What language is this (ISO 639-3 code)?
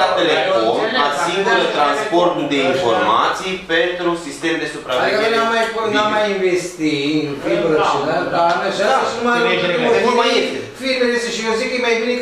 ron